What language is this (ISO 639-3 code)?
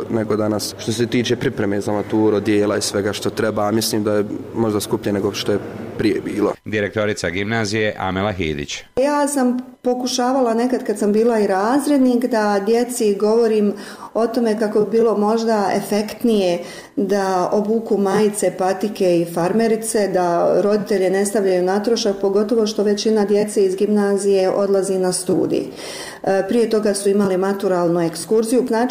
bos